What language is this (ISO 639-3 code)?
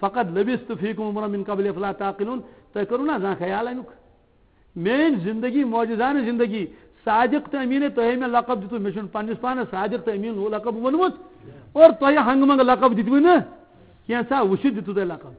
kas